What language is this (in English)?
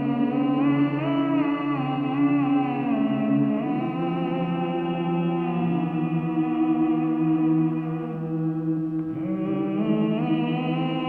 Ossetic